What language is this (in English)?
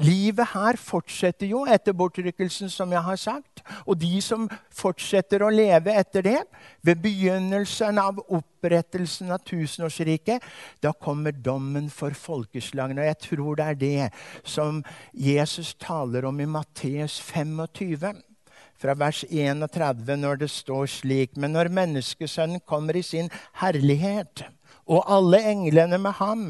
Norwegian